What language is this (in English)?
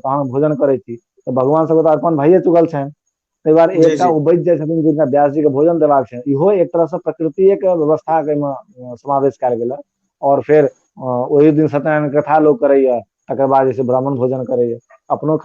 Maithili